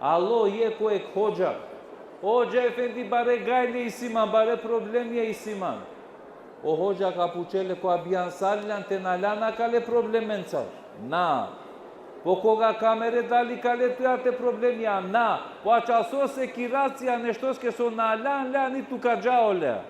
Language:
Balkan Romani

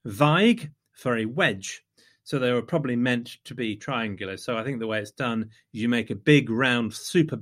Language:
English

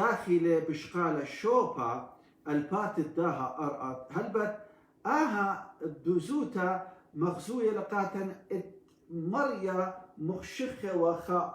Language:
Assyrian Neo-Aramaic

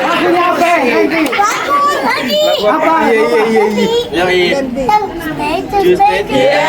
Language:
Betawi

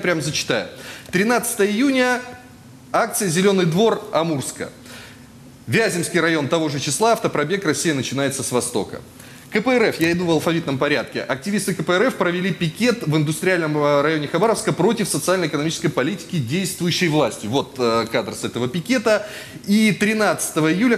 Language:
Russian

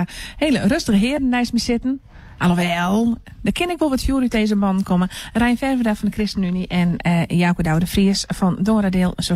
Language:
Western Frisian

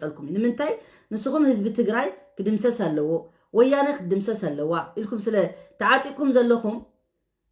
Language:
Tigrinya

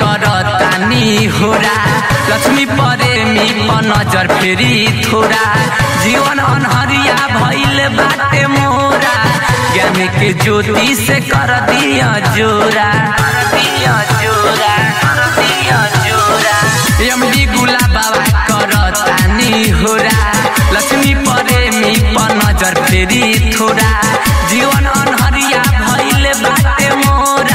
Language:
Bhojpuri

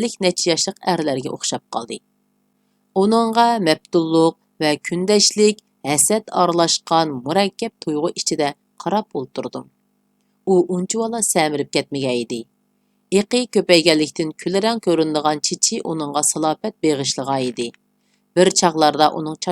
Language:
Uyghur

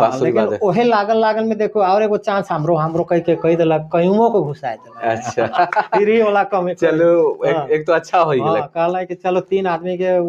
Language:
Sadri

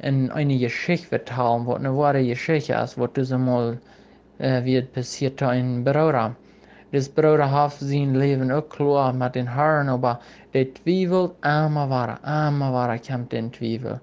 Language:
Plautdietsch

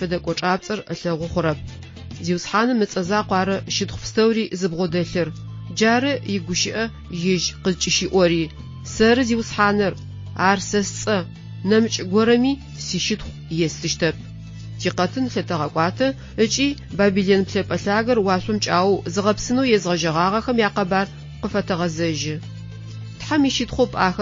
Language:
Adyghe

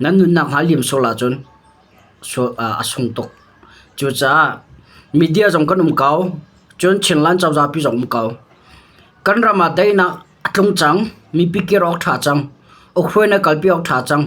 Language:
Hakha Chin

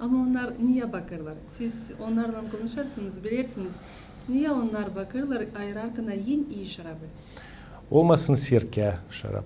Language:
Gagauz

